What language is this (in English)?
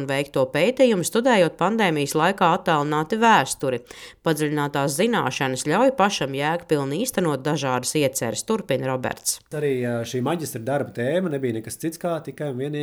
Latvian